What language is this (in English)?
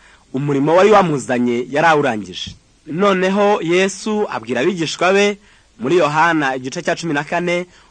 Kinyarwanda